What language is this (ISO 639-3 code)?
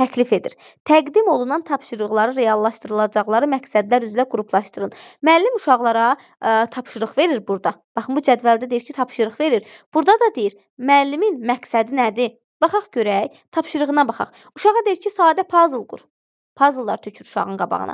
aze